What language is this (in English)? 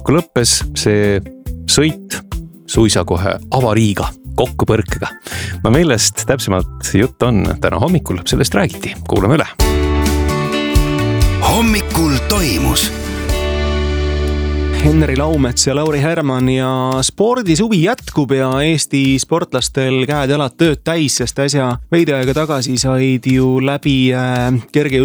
Estonian